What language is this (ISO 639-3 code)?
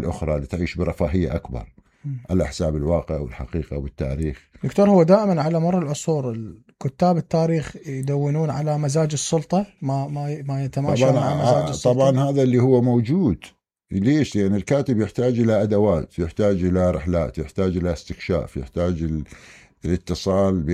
acm